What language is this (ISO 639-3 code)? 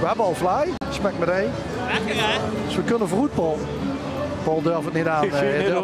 lim